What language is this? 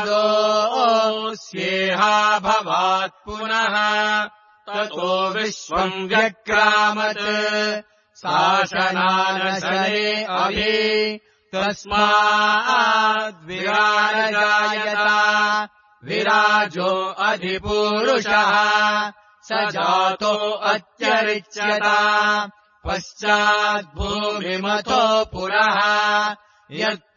Sanskrit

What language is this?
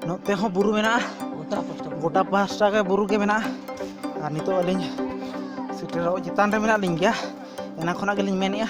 Santali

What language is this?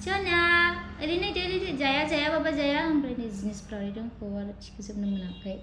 Bodo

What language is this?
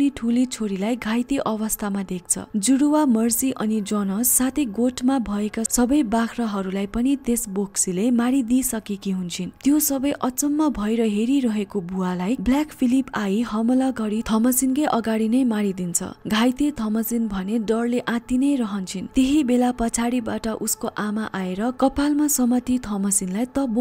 Nepali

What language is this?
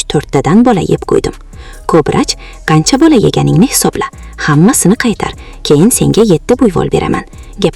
Uzbek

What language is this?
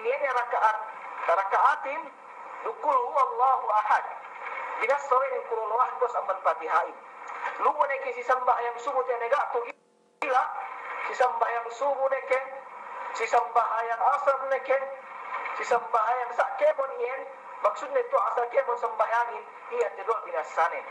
Yakan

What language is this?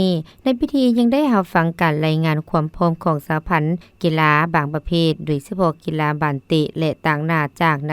Lao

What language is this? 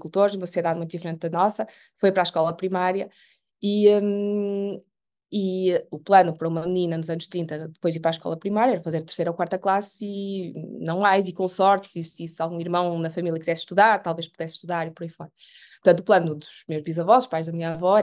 Portuguese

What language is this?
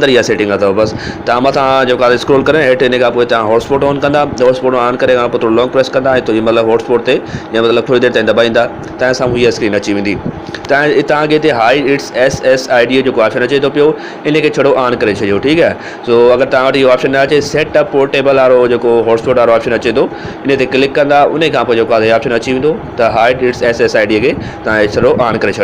Sindhi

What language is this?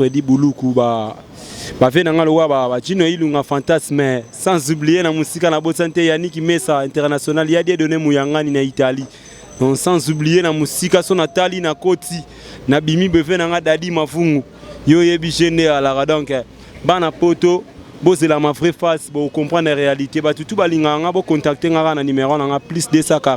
Lingala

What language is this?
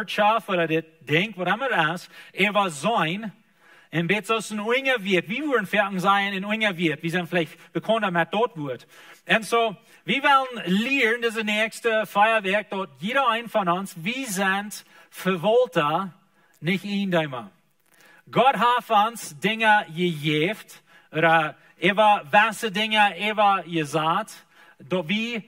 Plautdietsch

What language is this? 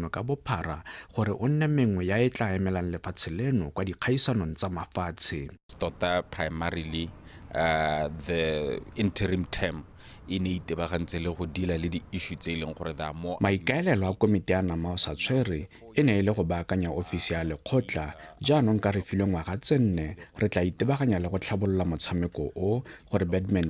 Tswana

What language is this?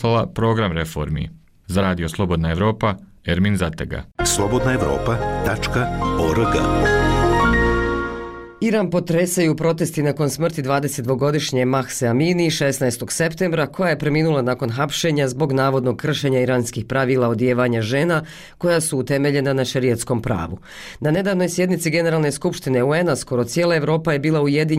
Bosnian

